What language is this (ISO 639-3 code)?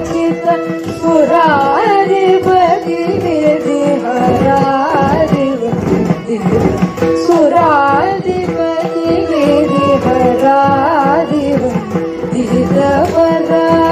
kan